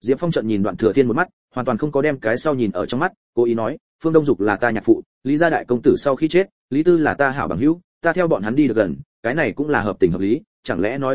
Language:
Vietnamese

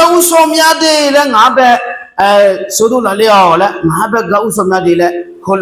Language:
Akha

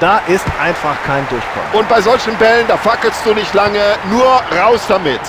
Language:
Bavarian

